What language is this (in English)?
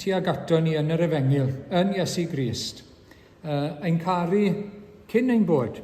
Welsh